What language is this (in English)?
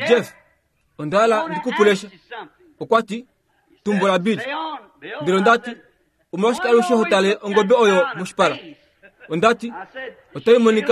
Kuanyama